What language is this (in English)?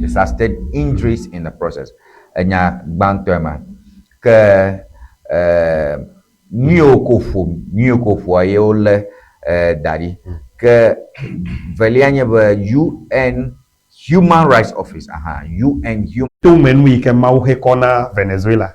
Ewe